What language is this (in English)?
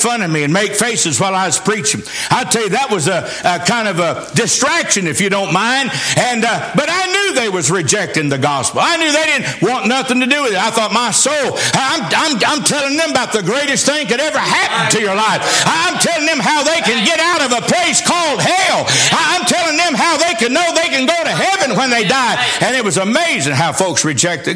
English